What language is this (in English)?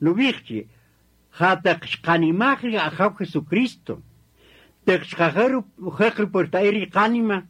Kaqchikel